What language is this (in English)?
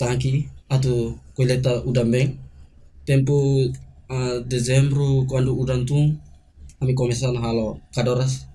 Tetum